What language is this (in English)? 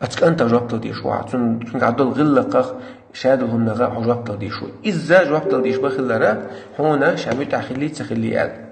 Chechen